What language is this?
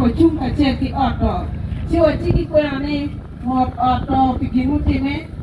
Acoli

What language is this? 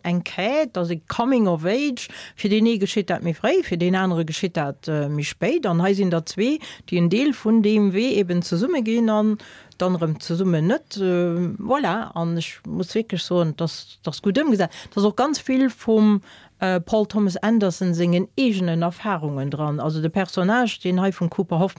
Luxembourgish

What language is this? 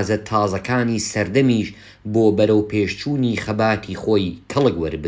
Central Kurdish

